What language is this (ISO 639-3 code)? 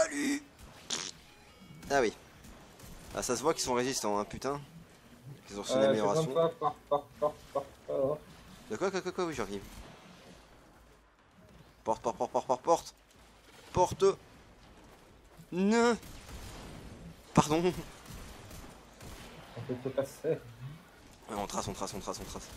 fra